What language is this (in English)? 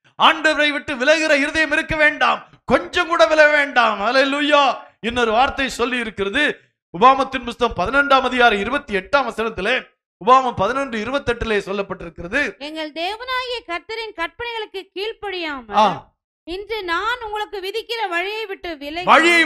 Tamil